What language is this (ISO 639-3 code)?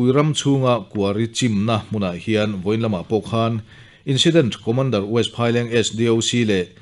lus